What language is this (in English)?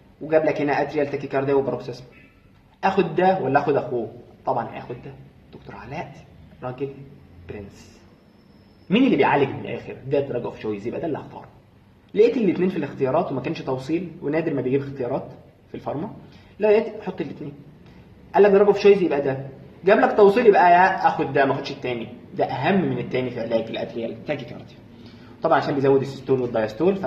Egyptian Arabic